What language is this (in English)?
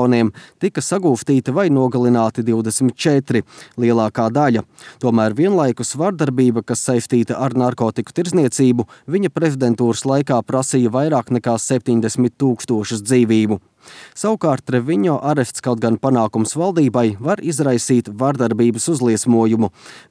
Latvian